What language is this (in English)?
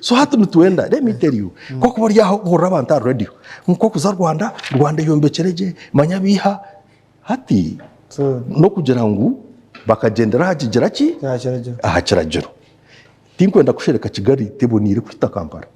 Nyankole